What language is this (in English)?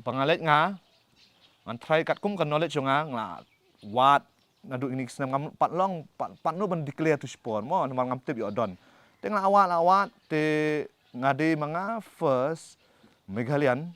Khasi